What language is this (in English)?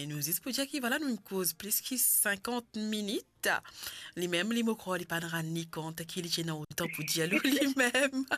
Morisyen